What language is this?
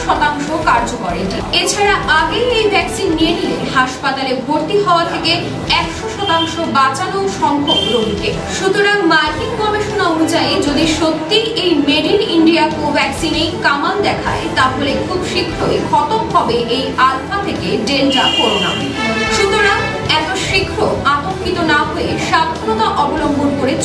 Bangla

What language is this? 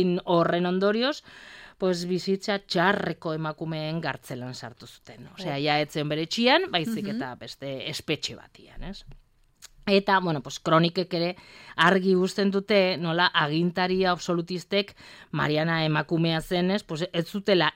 Basque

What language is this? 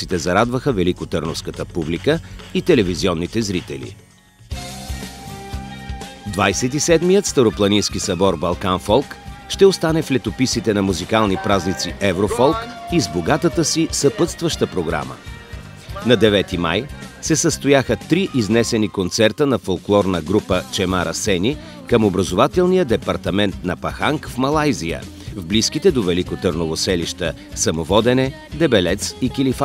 Bulgarian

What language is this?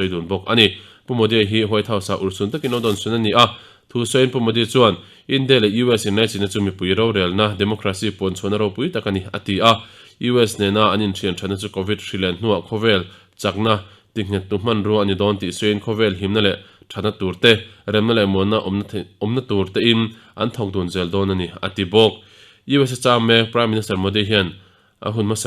Mizo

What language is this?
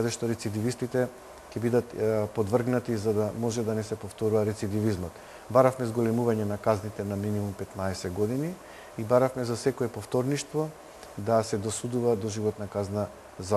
Macedonian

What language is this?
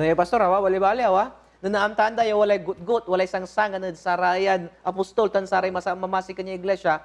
Pangasinan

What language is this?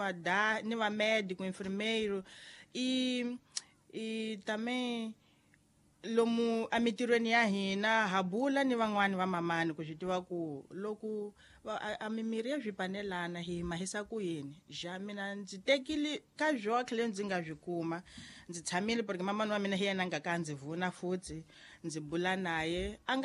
Tsonga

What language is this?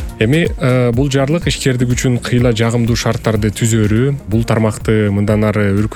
Kyrgyz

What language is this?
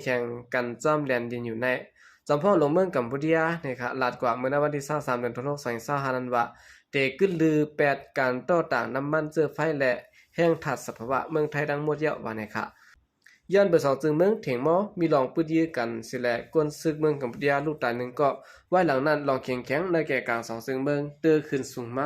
Shan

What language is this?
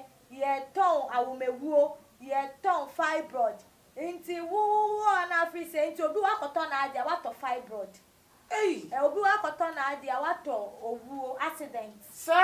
Akan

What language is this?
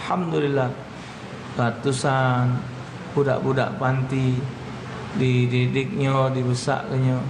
Musi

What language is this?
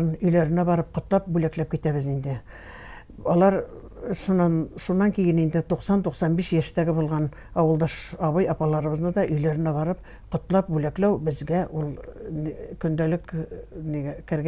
Bashkir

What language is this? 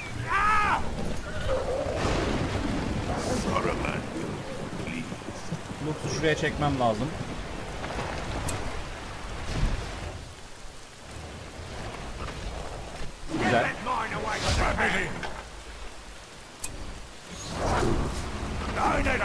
Turkish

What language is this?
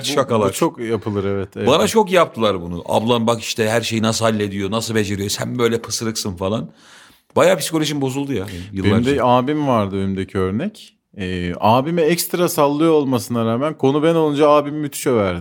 Turkish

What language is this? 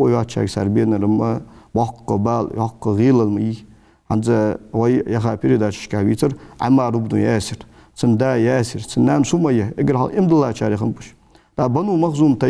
Ingush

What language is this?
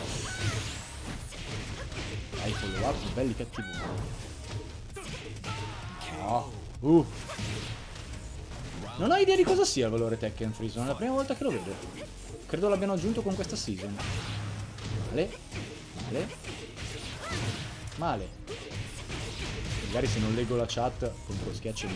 Italian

